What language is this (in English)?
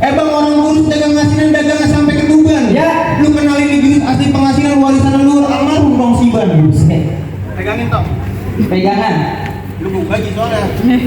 Betawi